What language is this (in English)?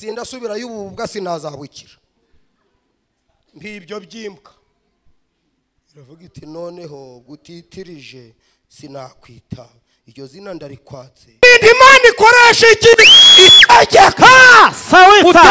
Kinyarwanda